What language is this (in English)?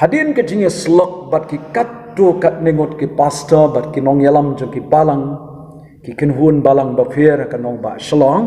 Khasi